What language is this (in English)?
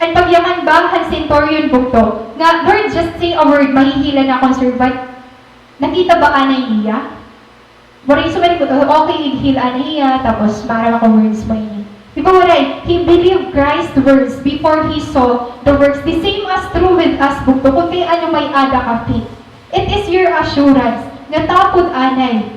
Waray